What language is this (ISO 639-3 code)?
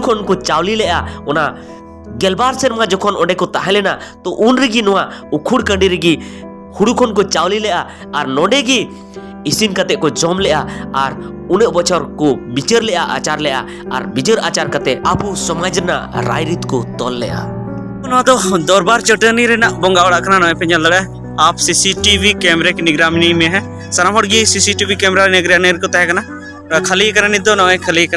sat